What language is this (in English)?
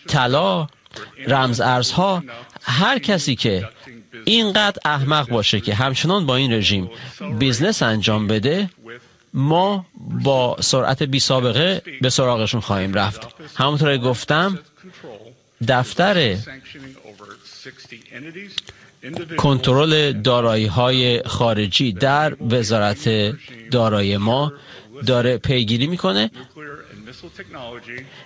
Persian